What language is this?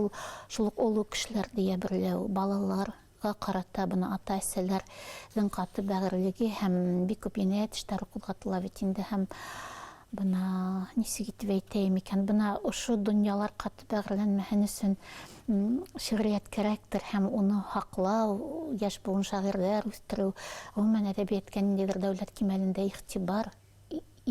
Bashkir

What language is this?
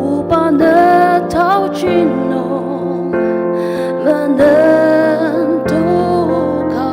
Ao Naga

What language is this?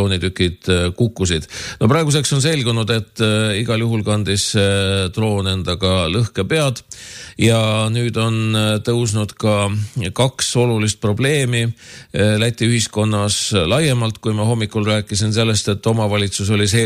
Estonian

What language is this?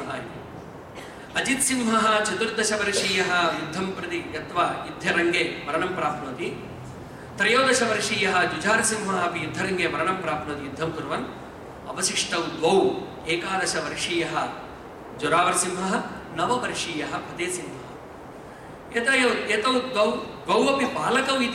Sanskrit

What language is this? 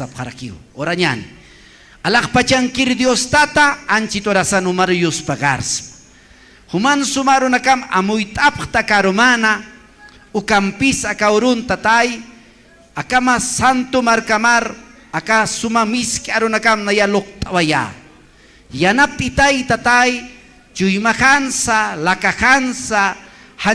Aymara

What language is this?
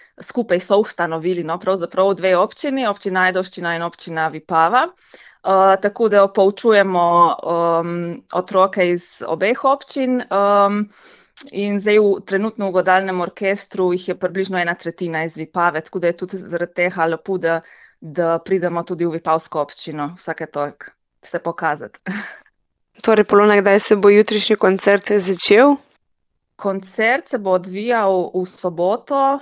Slovenian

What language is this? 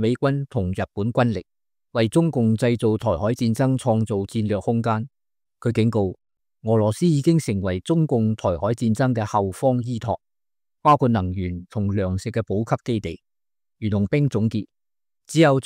Cantonese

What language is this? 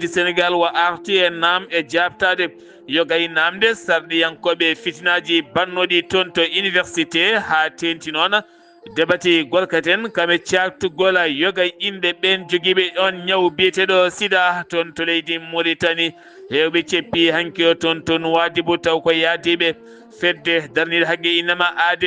Fula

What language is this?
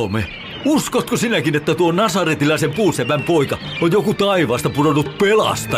Finnish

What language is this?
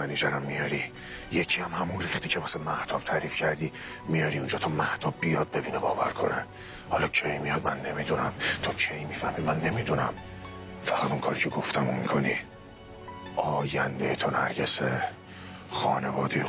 Persian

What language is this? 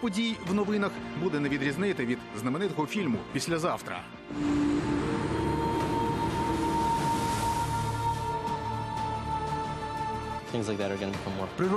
Ukrainian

